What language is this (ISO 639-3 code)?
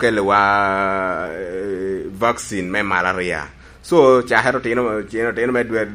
laj